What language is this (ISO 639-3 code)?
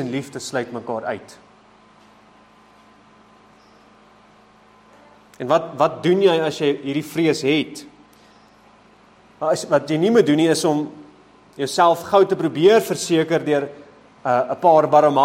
afr